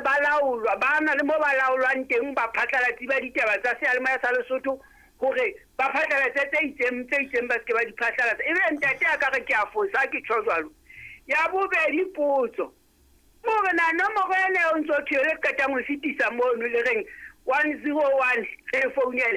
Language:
Southern Sotho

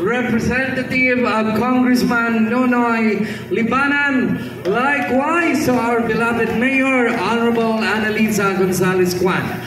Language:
Waray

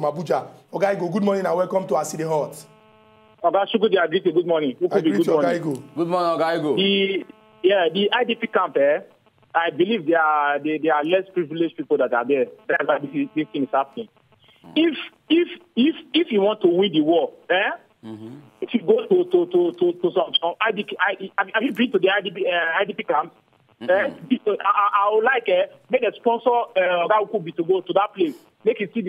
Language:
Nigerian Pidgin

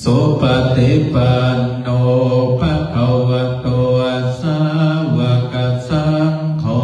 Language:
Pali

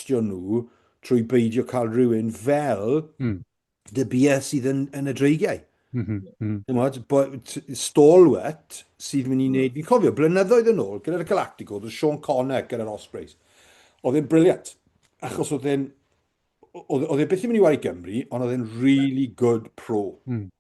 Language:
Welsh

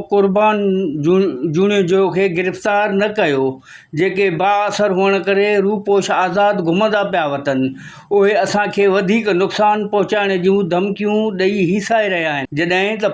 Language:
Sindhi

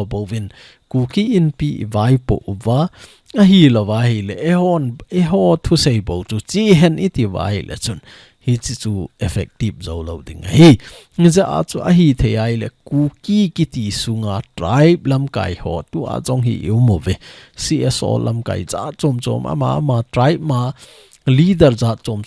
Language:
Thado Chin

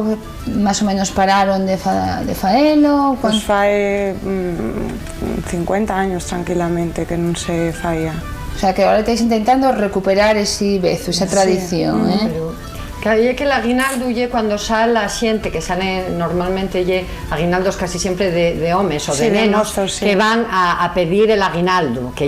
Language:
Asturian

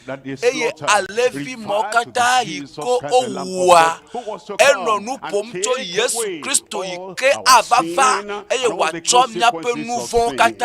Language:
Ewe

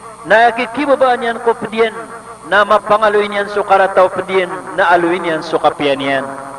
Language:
Maranao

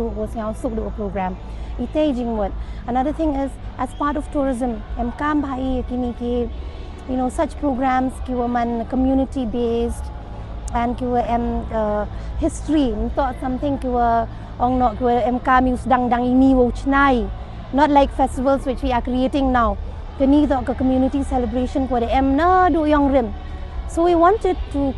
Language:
Pnar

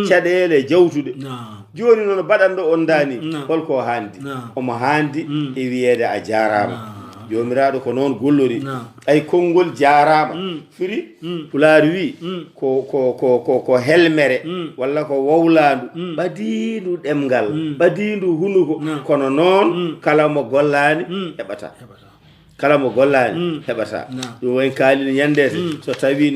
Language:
Fula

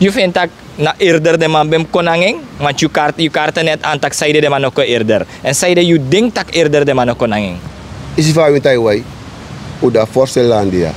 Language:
Sranan Tongo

